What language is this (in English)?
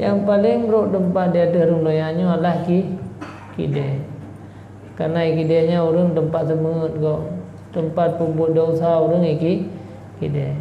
Achinese